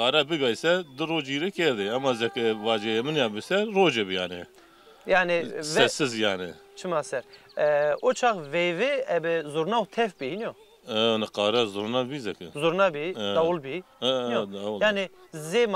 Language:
Zaza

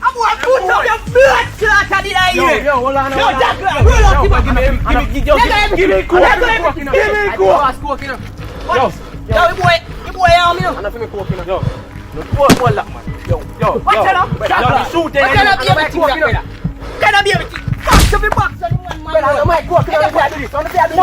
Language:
Jamaican Creole English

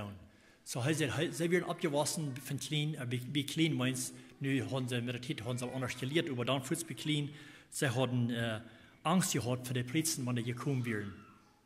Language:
Plautdietsch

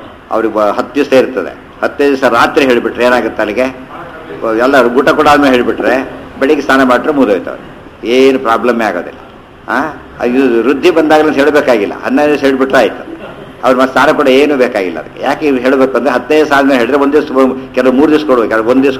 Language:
Kannada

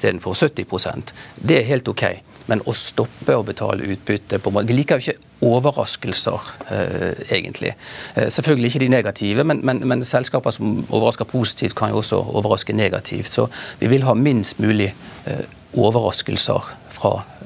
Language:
Norwegian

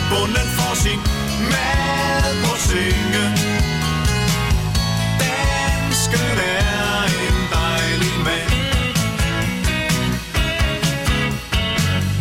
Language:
Danish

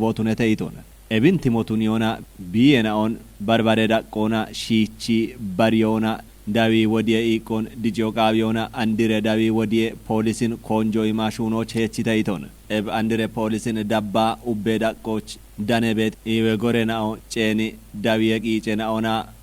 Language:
Kafa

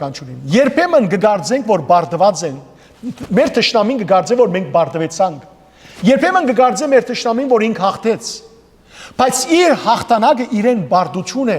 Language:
Western Armenian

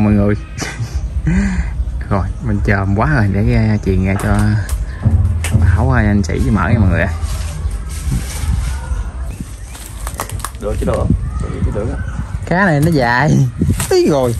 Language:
Vietnamese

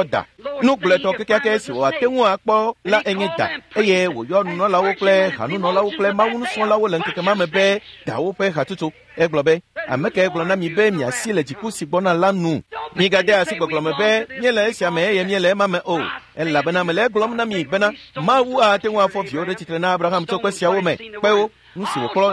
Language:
Ewe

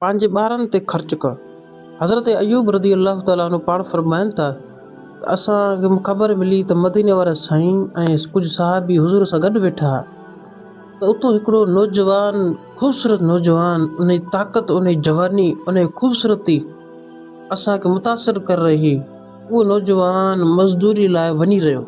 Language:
Sindhi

